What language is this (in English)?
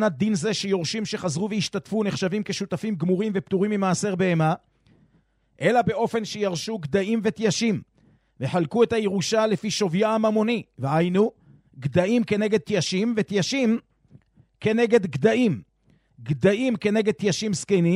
Hebrew